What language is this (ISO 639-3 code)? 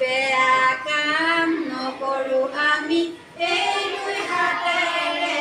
asm